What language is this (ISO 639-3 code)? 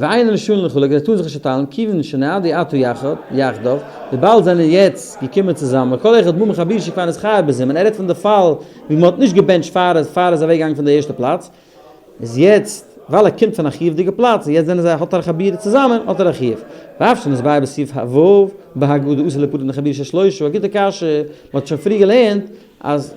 yid